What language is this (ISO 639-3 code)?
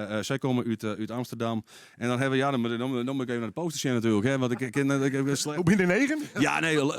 fry